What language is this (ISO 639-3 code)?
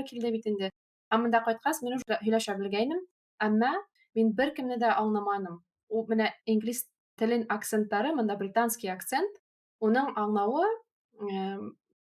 bak